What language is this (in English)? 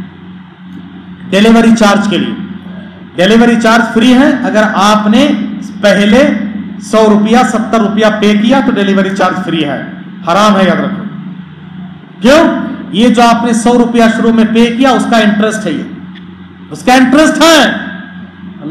Urdu